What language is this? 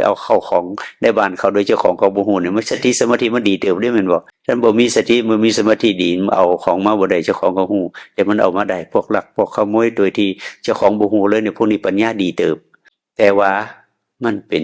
Northeastern Thai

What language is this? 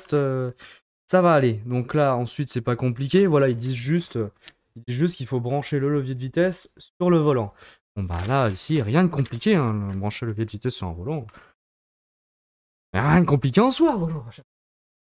French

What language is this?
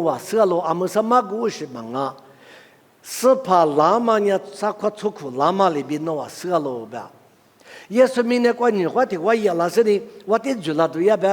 Lisu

